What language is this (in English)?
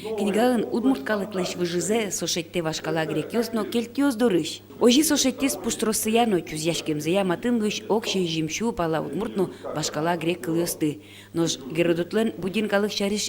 Udmurt